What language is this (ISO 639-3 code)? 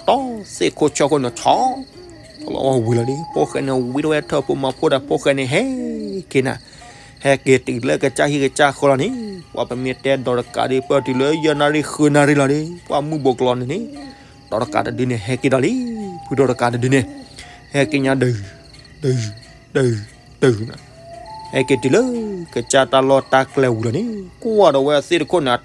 ksw